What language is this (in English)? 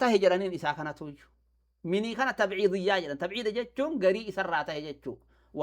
Oromo